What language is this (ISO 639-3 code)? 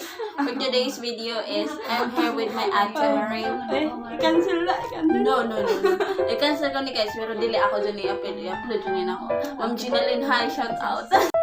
ceb